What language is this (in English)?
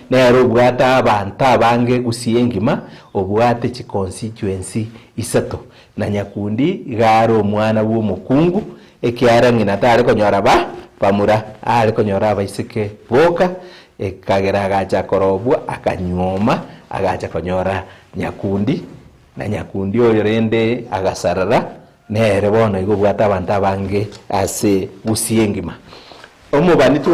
Gusii